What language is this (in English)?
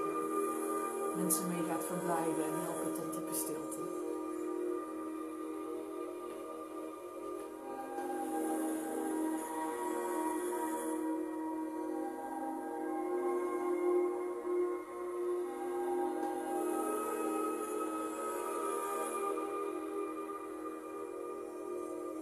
Dutch